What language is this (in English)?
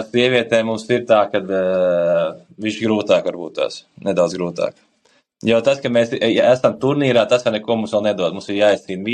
Latvian